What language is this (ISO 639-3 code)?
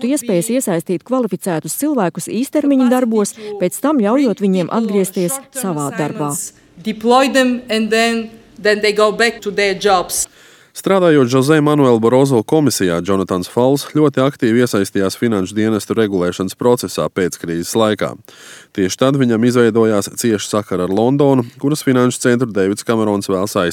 lav